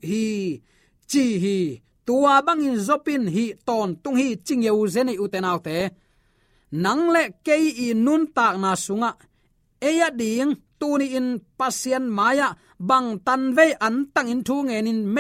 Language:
Tedim Chin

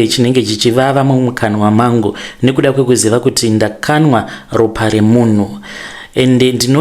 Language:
Shona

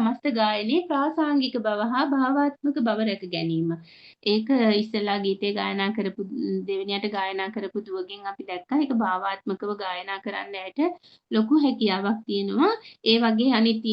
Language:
Sinhala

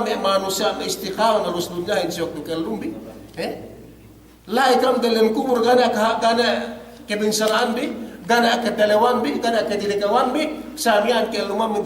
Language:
Yakan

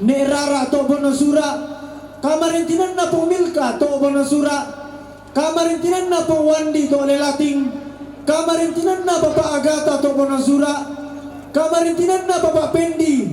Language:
Toraja-Sa'dan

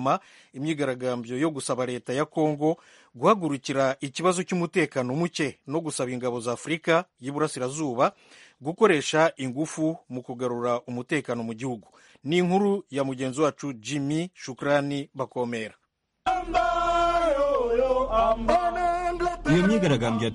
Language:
Kinyarwanda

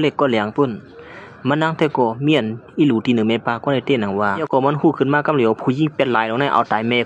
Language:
Shan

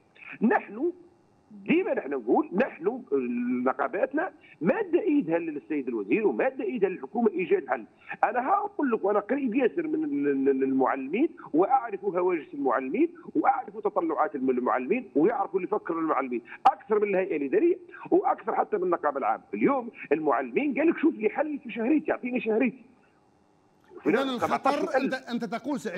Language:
Tunisian Arabic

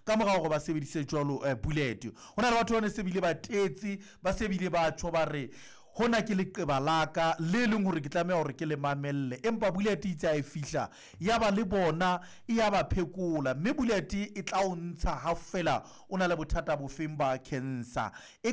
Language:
Southern Sotho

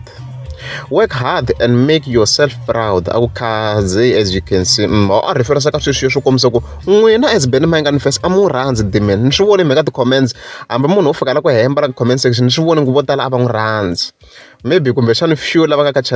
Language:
Tsonga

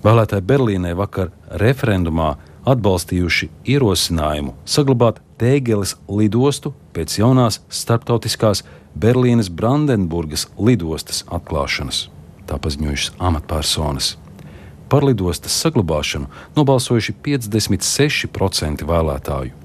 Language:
Latvian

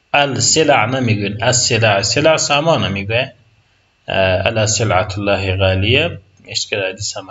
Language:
Persian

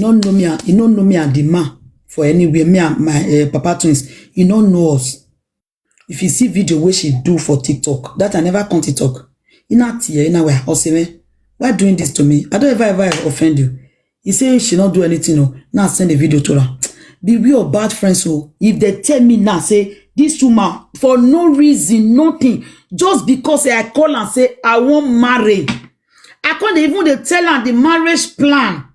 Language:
Nigerian Pidgin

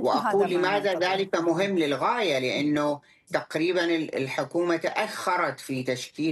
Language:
Arabic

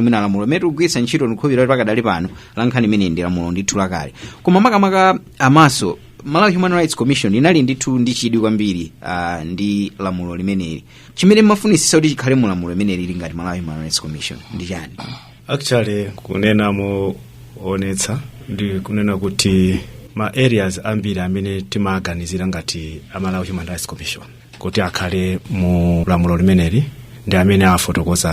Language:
Nyanja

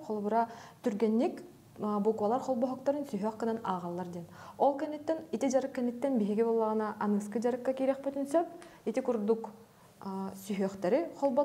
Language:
Yakut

